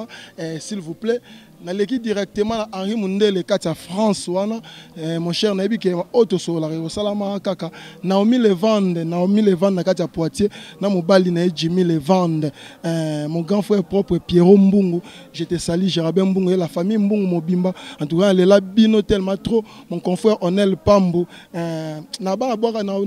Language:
Lingala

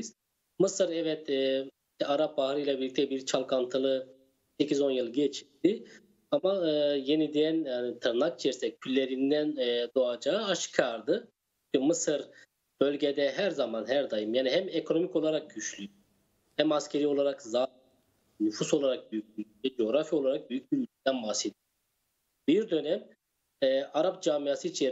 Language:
Turkish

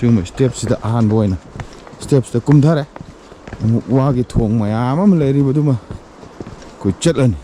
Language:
Manipuri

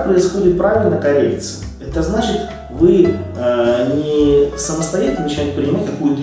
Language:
Russian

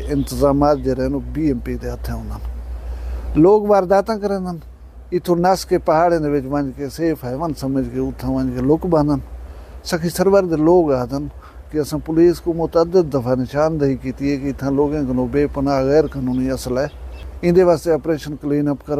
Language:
Saraiki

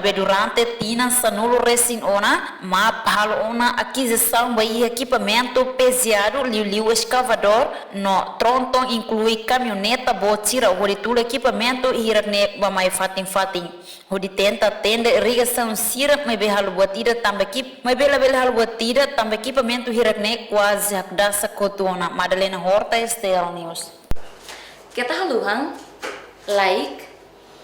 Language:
Tetum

